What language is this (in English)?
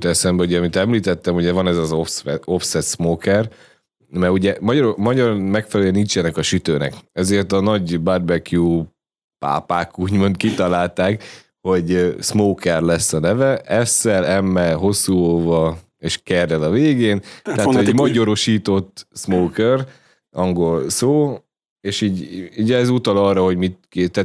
Hungarian